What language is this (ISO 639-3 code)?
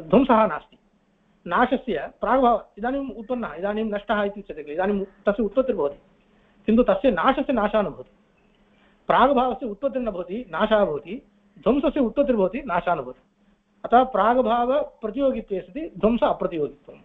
san